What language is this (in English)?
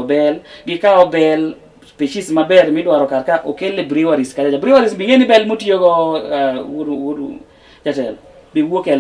Luo (Kenya and Tanzania)